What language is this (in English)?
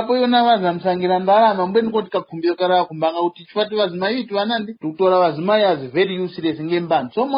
Tumbuka